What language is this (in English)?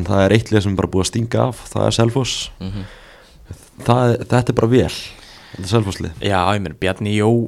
Icelandic